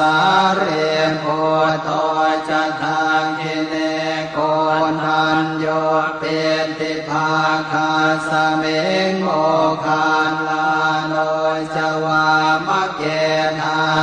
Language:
Pali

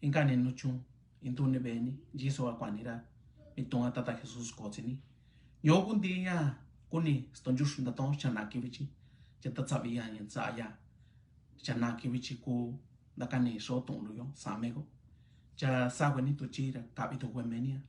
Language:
Mixtepec Mixtec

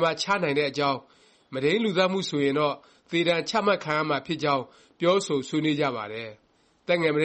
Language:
Burmese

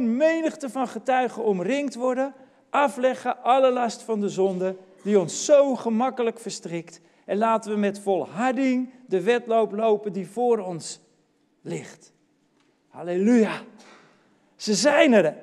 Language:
Dutch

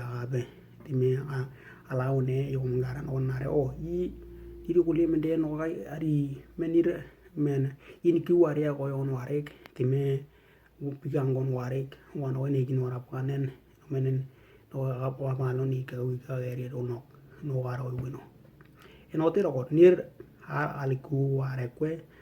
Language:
Western Dani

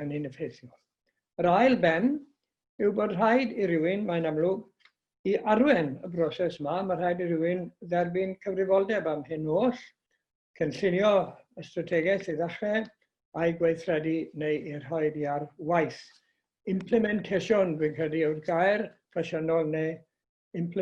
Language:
Welsh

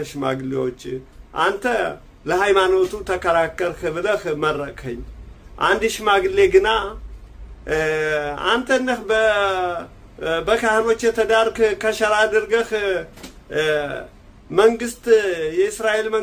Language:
Amharic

